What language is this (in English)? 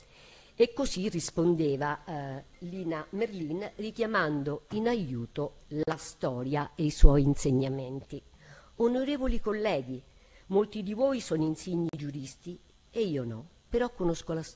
Italian